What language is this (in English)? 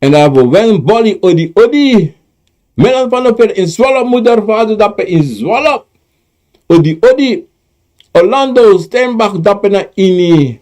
Sranan Tongo